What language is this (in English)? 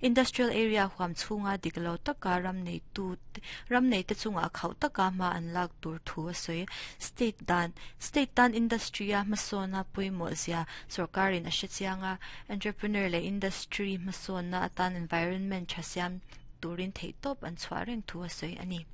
Mizo